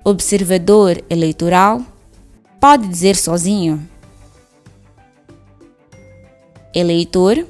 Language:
Portuguese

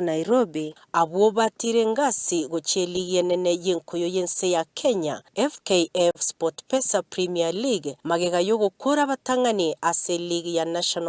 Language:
Gusii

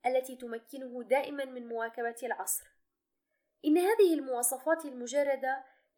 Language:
Arabic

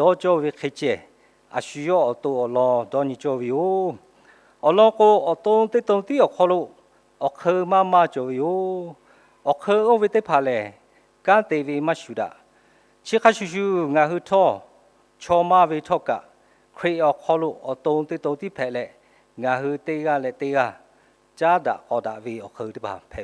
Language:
Lahu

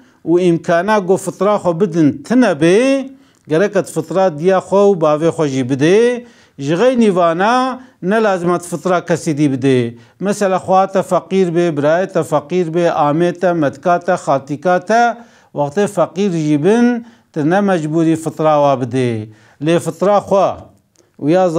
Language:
Kurdish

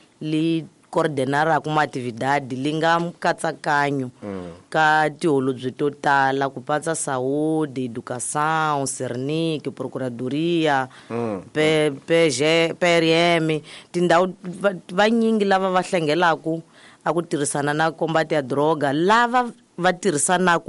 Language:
Tsonga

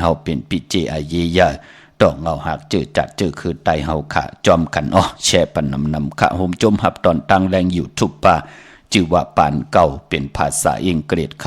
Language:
Shan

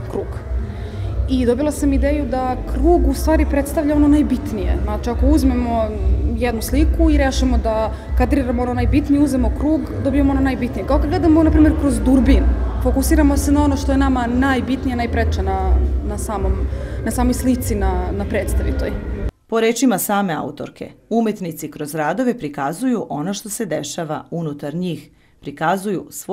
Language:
Serbian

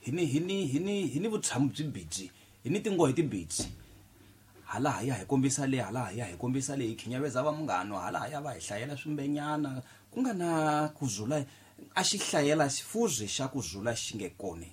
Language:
Tsonga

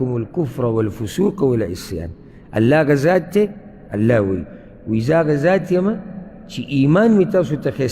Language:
Pashto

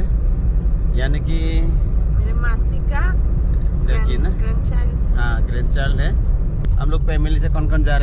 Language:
Dimasa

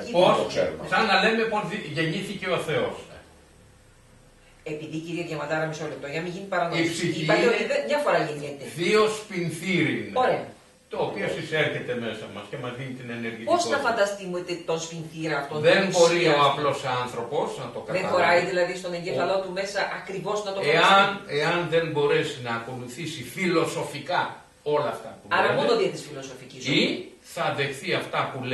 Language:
Greek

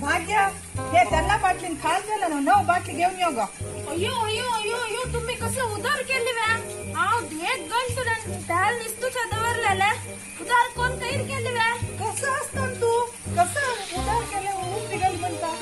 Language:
Konkani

